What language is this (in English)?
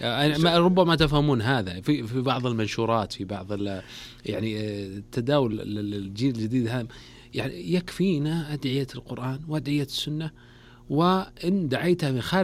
Najdi Arabic